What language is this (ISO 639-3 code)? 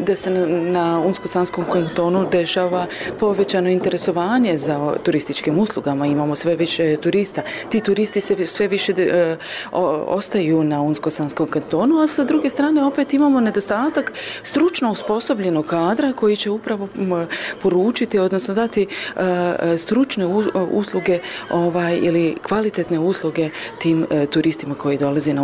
bos